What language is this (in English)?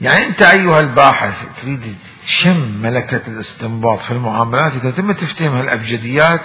Mesopotamian Arabic